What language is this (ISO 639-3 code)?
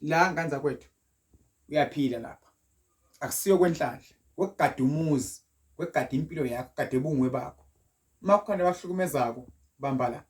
zul